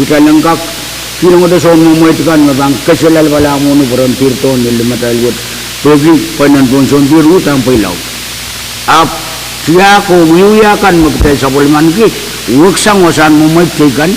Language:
Pohnpeian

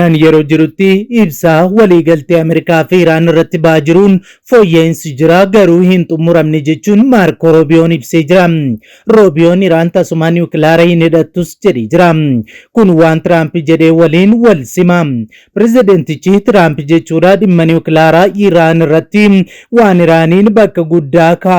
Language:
Oromo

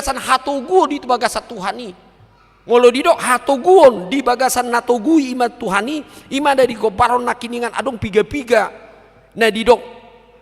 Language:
Batak Toba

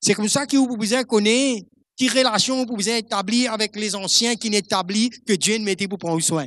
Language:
Morisyen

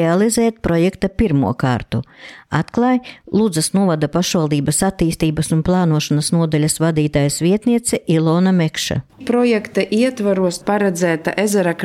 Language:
Latvian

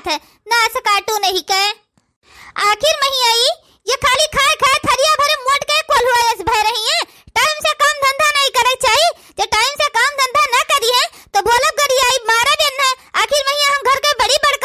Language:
Awadhi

